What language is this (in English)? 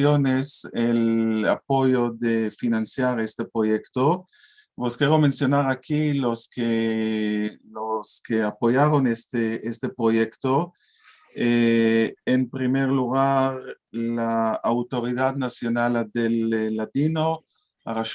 Ladino